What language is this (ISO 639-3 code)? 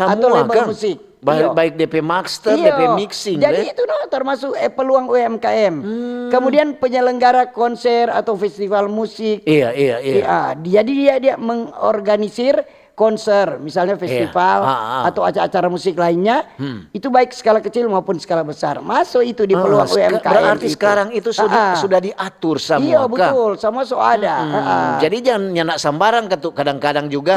xmm